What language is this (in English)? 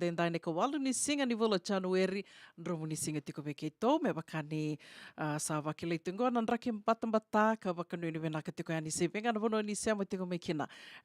Fijian